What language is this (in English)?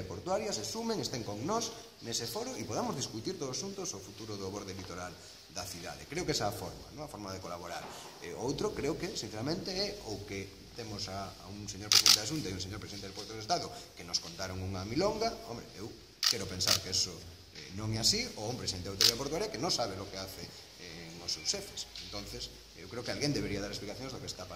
Galician